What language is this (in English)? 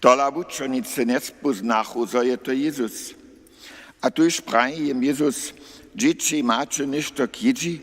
Upper Sorbian